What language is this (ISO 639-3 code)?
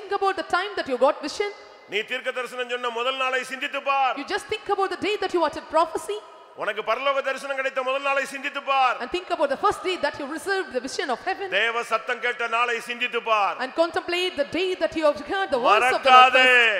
tam